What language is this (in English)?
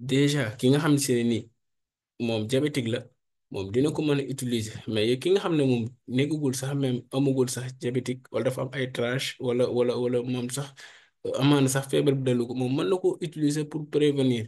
Wolof